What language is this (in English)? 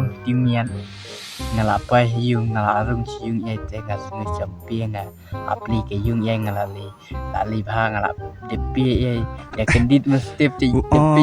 Khasi